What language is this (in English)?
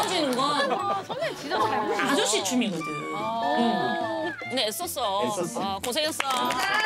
Korean